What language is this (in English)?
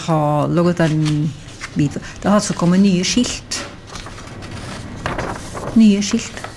Norwegian